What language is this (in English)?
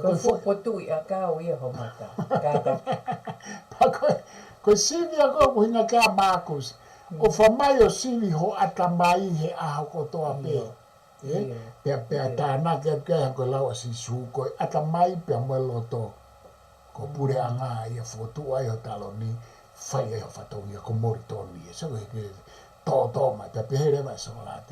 Tongan